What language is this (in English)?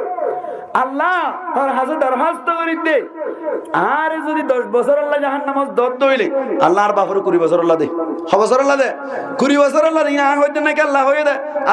Rohingya